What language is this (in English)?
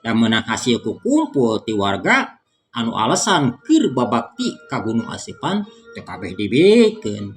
Sundanese